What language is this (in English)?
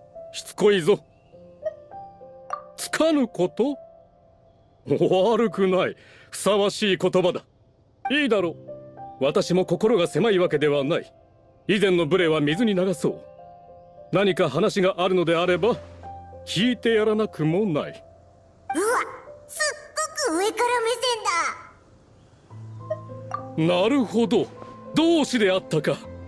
Japanese